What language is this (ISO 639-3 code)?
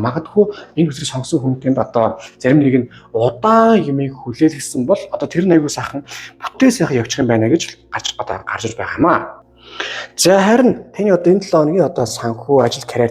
mon